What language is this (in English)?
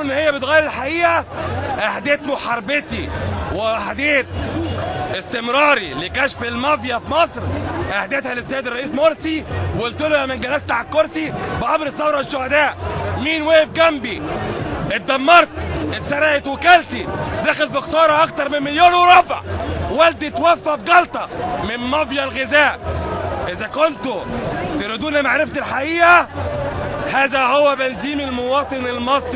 Egyptian Arabic